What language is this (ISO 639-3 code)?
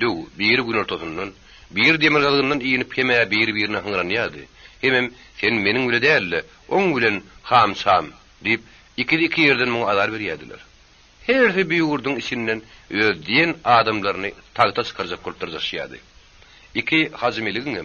tuk